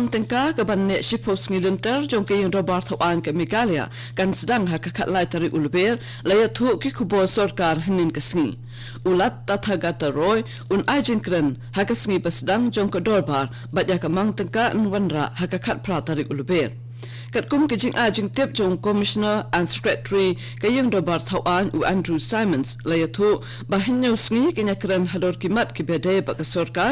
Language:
Khasi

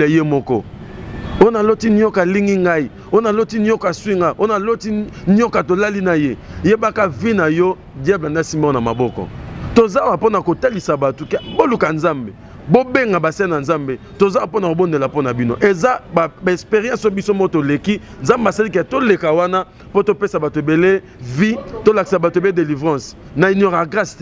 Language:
Lingala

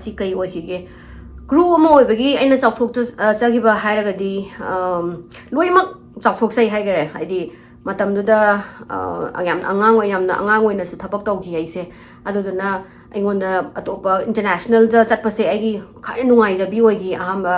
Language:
Manipuri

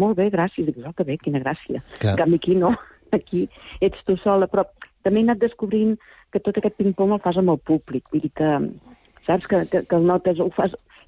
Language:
Catalan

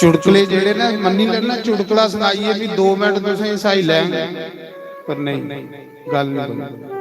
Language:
Dogri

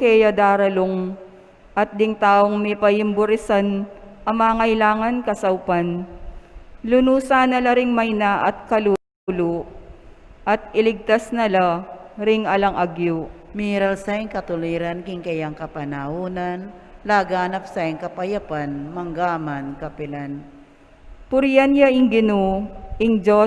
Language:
Pampanga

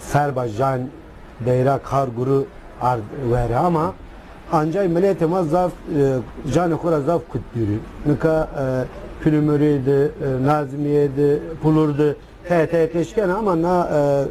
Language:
Zaza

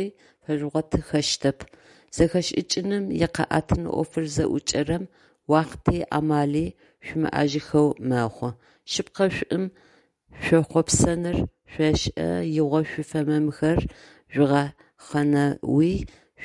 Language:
Adyghe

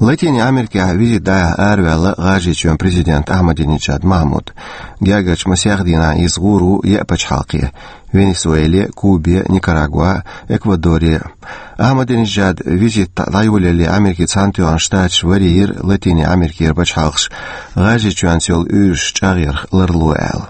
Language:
Chechen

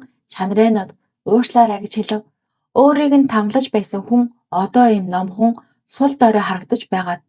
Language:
Mongolian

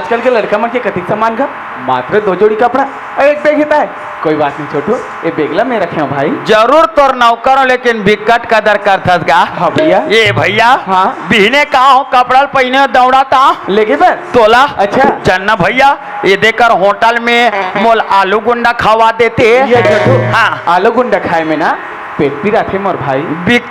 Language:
Chhattisgarhi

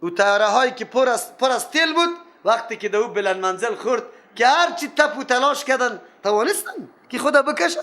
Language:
Persian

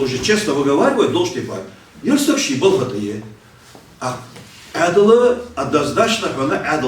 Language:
Ingush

